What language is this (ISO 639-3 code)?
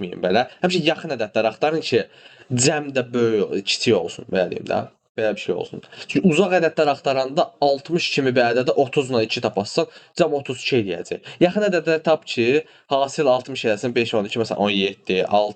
aze